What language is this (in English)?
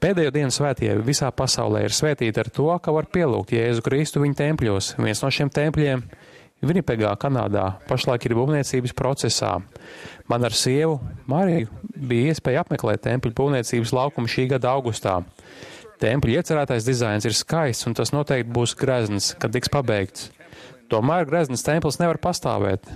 Latvian